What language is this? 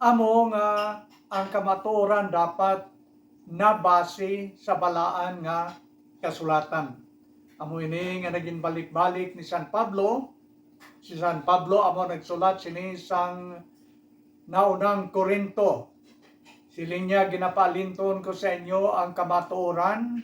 Hiligaynon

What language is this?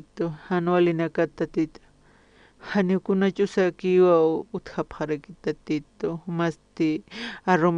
Aymara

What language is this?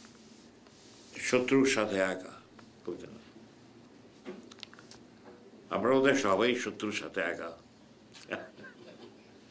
Bangla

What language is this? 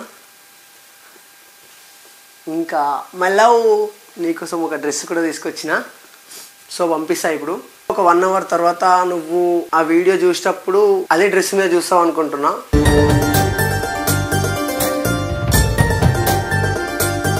Telugu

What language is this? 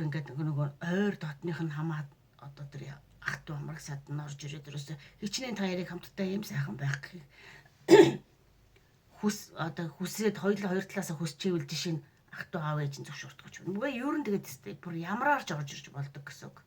Mongolian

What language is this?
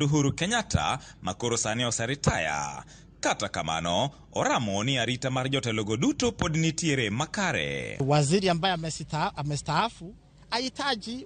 Luo (Kenya and Tanzania)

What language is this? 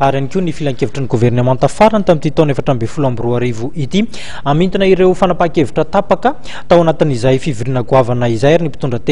Malagasy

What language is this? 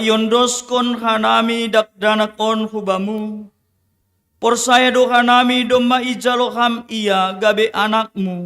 Batak Simalungun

